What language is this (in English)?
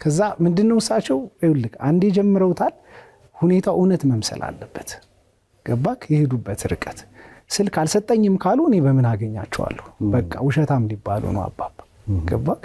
Amharic